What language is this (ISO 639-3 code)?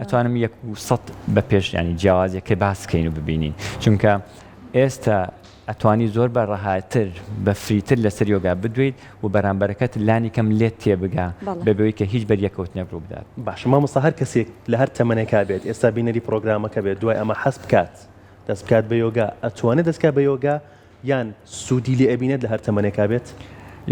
ckb